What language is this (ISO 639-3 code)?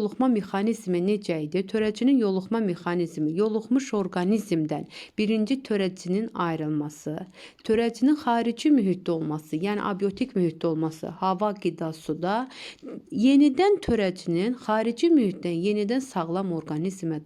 aze